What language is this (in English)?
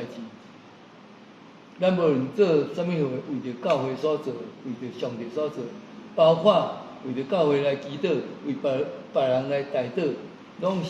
Min Nan Chinese